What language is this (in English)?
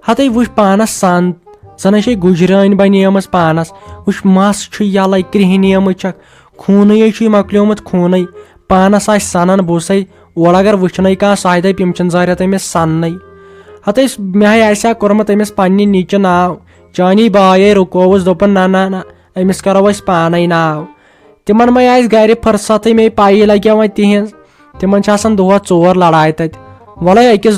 Kashmiri